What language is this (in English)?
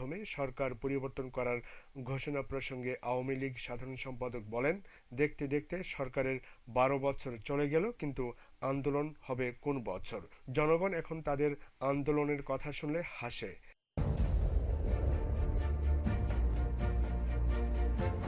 Bangla